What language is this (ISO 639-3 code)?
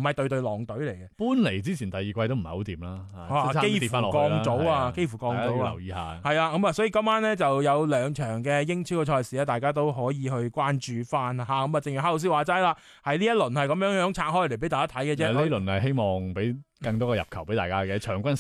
yue